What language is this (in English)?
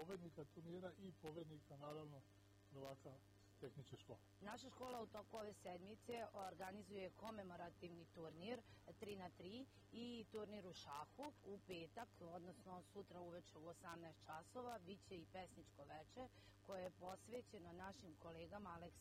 Serbian